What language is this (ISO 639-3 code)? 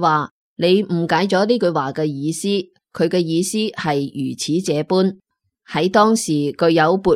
yue